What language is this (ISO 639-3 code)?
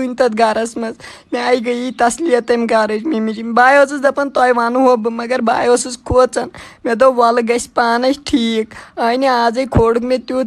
kas